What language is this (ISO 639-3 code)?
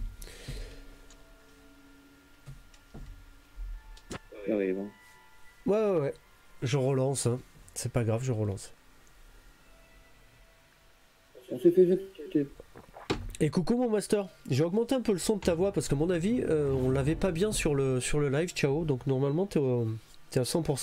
fra